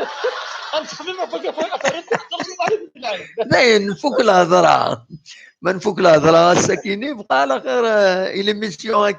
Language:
Kabyle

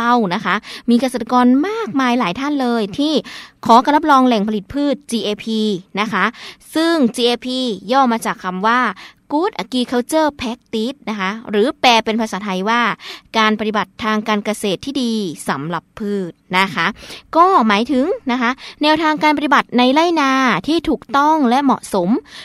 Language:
Thai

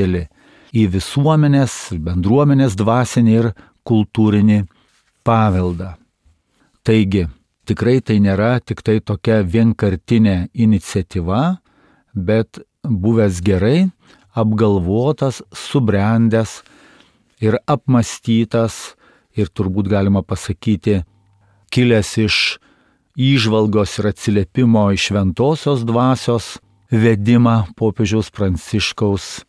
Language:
Lithuanian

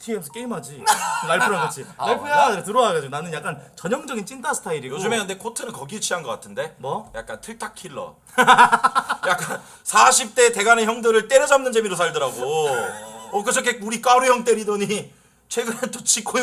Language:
Korean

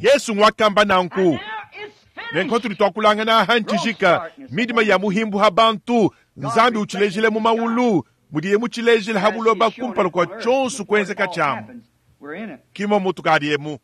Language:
Luba-Lulua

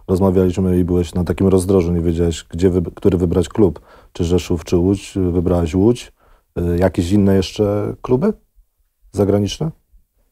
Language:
Polish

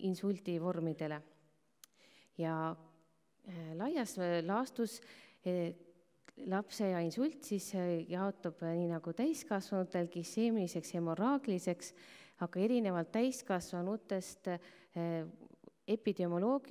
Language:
Estonian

